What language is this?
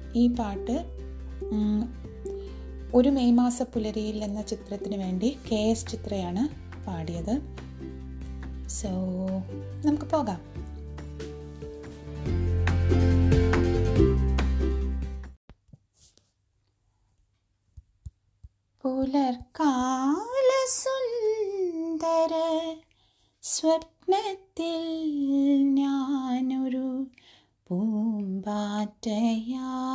Malayalam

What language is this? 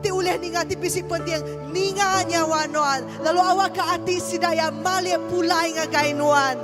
Iban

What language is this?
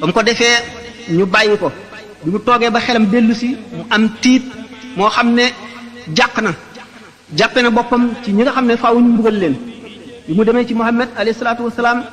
Wolof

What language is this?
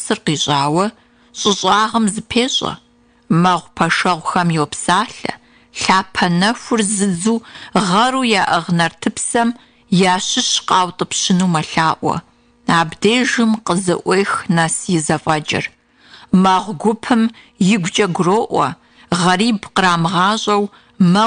Kabardian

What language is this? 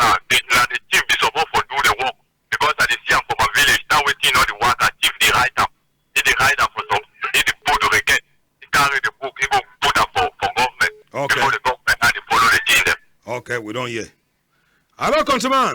Cameroon Pidgin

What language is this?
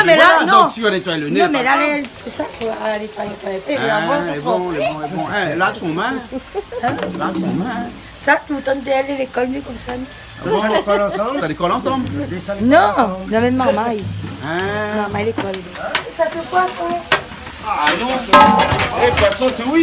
Réunion Creole French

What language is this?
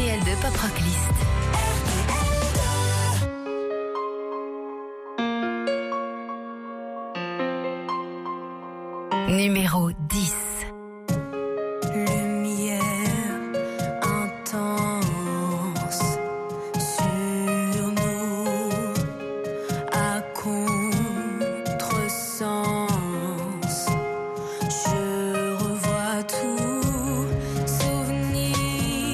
French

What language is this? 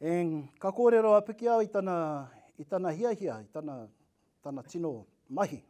Māori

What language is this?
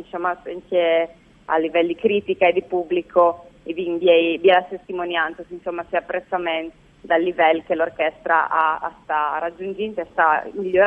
Friulian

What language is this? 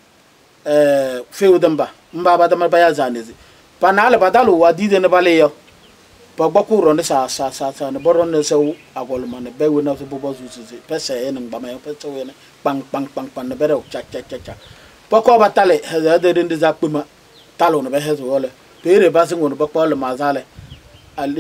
Kabiyè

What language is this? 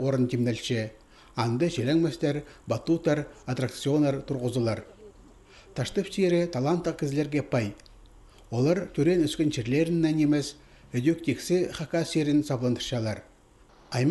Khakas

